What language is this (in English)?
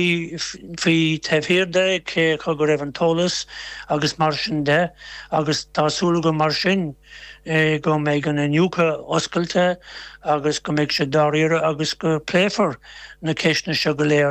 Irish